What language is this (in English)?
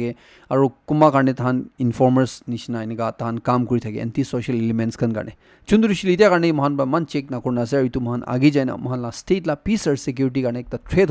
Naga Pidgin